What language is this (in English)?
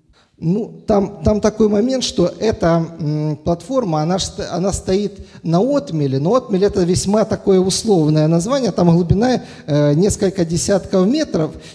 Russian